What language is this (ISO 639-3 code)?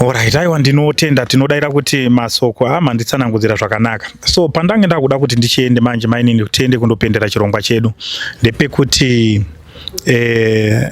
sna